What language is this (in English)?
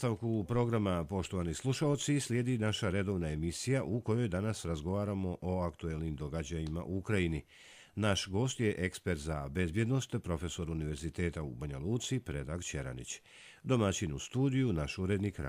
Bosnian